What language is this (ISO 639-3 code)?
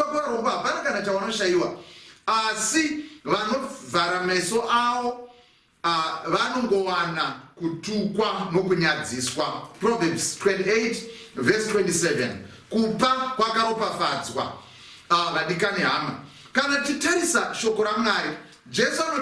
sna